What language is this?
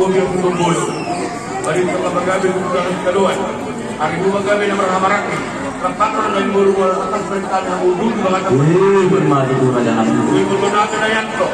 Batak Toba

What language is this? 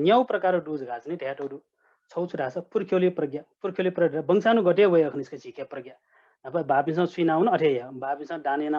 Newari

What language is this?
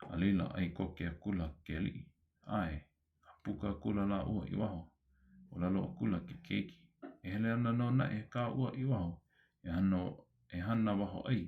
Hawaiian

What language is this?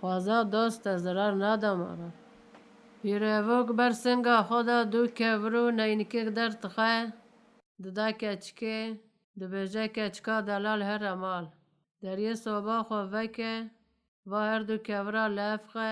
Kurdish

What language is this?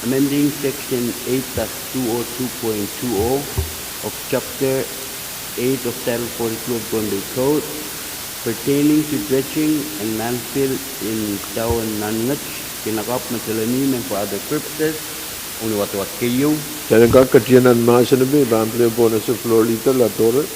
Pohnpeian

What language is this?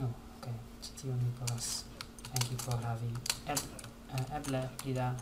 Esperanto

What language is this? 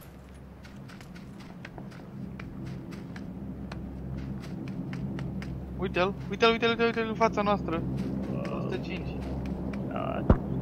Romanian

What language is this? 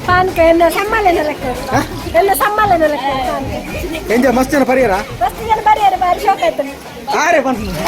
Tulu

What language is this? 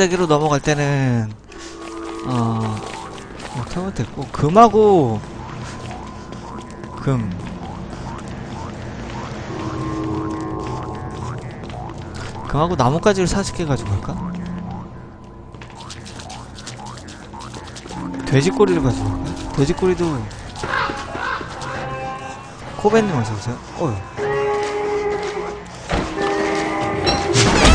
Korean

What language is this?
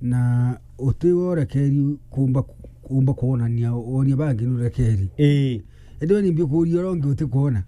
Meru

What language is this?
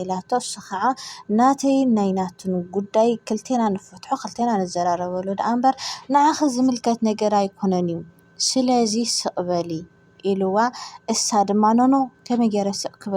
Tigrinya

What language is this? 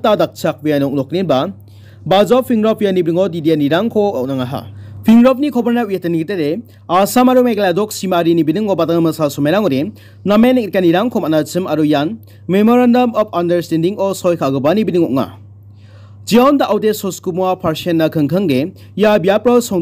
Garo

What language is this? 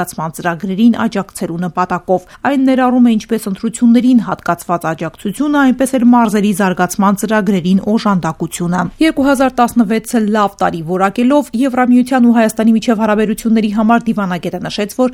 Armenian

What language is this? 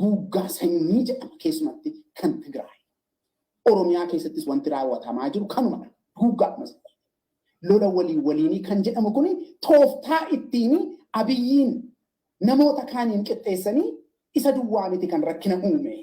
Oromo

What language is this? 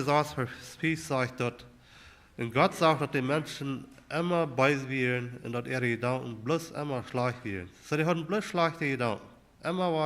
Plautdietsch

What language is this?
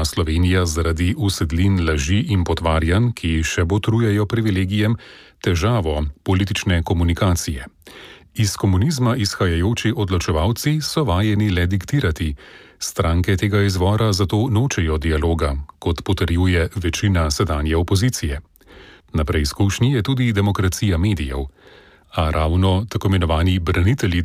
Slovenian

